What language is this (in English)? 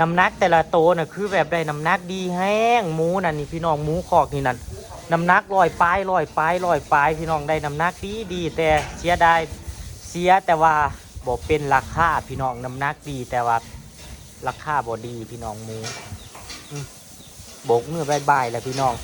Northeastern Thai